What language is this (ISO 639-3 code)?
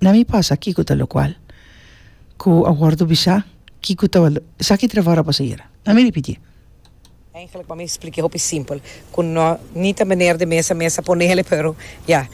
pap